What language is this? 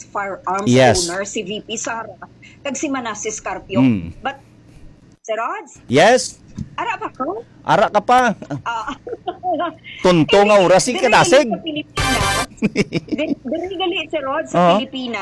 Hiligaynon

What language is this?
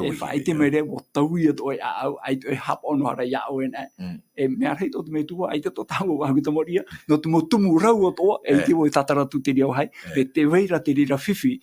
Tahitian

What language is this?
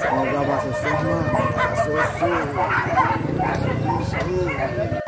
Minangkabau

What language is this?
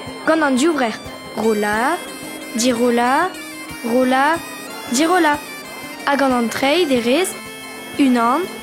Breton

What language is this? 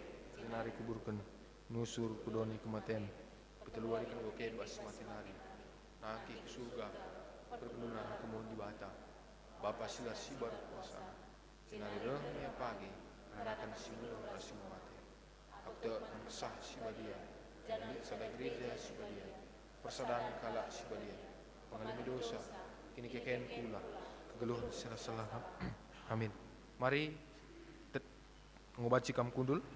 Batak Karo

